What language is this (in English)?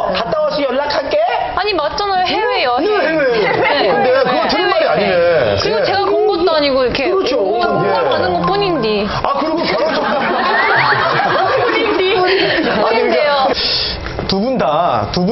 Korean